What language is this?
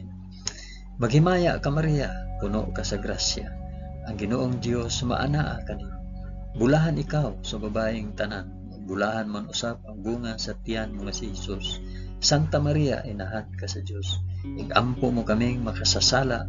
Cebuano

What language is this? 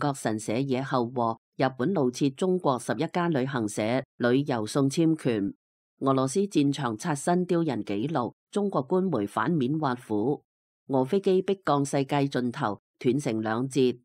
Cantonese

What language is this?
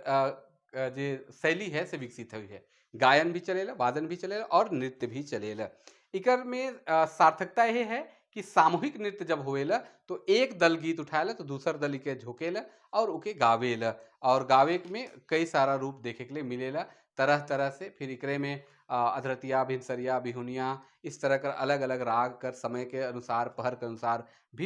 Sadri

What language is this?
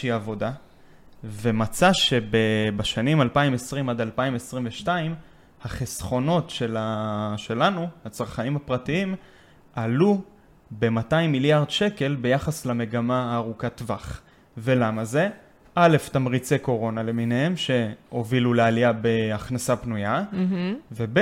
Hebrew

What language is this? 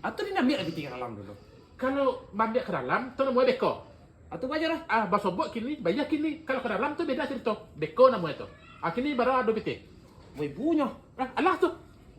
Minangkabau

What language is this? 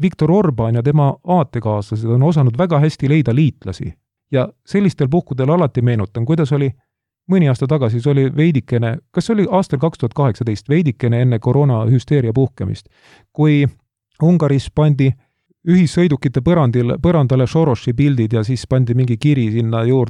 Estonian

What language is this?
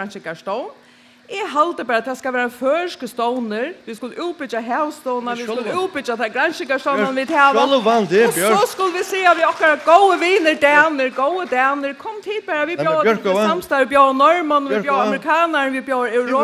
Faroese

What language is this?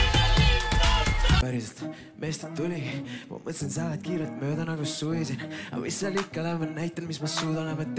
Estonian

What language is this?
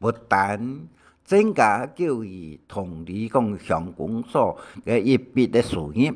Hakka Chinese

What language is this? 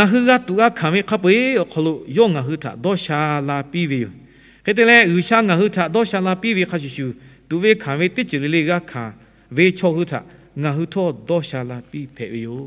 Lahu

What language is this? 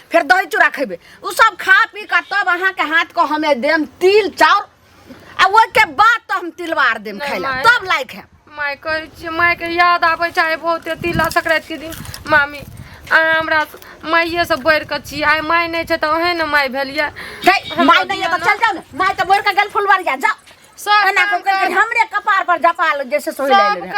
Maithili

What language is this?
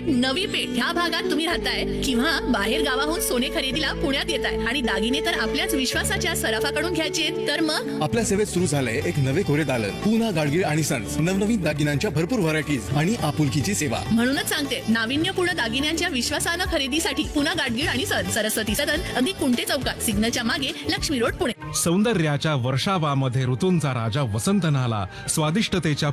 Marathi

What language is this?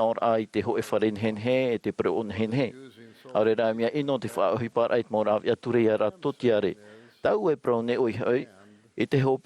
Tahitian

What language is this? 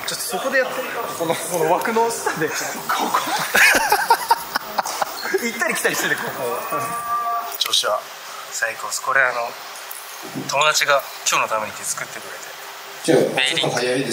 Japanese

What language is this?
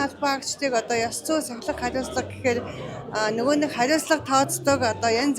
Mongolian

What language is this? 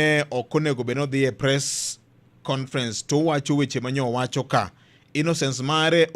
Luo (Kenya and Tanzania)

